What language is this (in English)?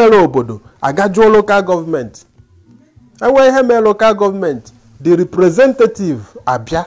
Igbo